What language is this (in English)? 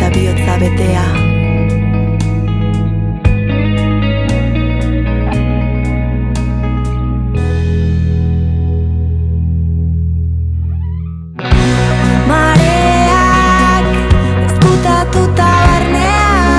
Basque